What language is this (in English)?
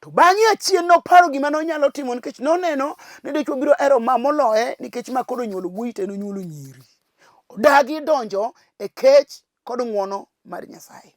Luo (Kenya and Tanzania)